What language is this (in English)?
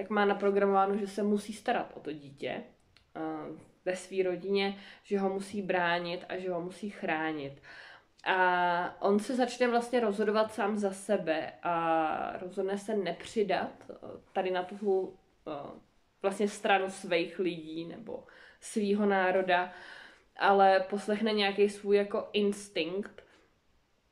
Czech